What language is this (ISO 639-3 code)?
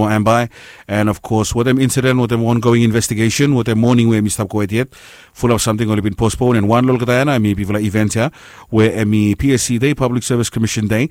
bis